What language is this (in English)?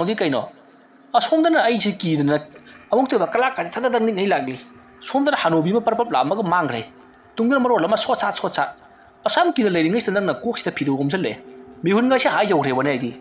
Manipuri